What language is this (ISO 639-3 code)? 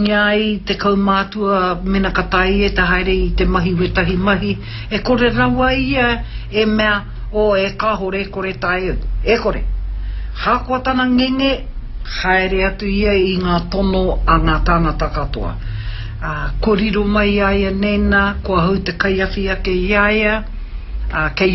mri